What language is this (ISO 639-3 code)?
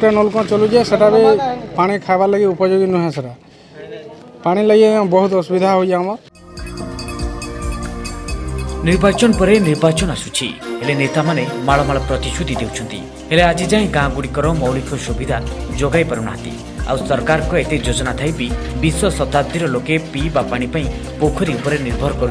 ori